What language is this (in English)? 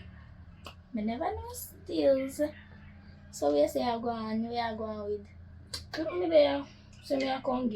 Jamaican Creole English